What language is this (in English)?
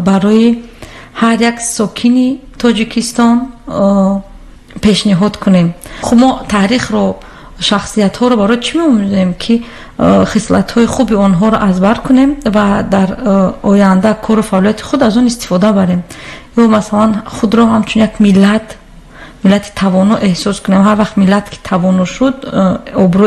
Tajik